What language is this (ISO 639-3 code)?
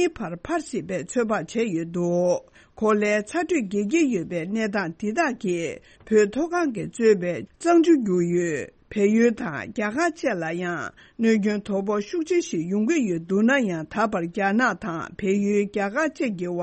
bod